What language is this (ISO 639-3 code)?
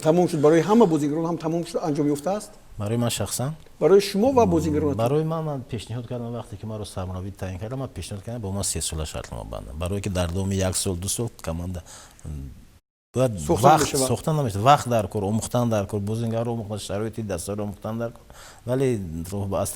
tgk